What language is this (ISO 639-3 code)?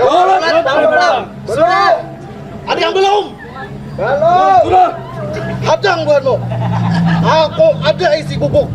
bjn